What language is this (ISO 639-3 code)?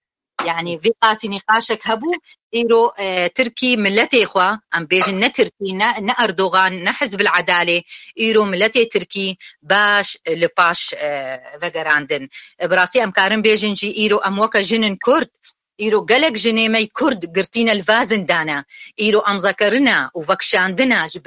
kur